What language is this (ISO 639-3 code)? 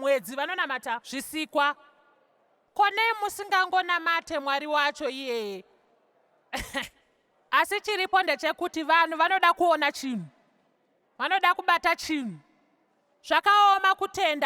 sna